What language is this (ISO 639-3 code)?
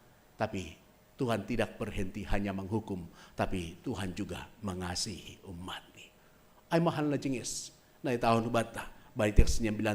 bts